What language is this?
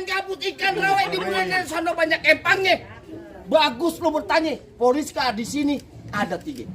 Betawi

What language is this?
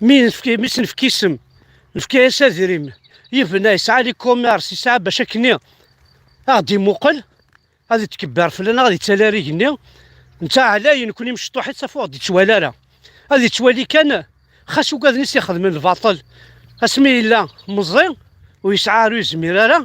Kabyle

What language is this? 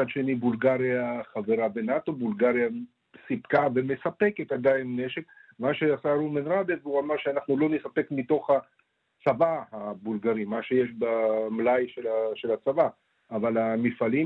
Hebrew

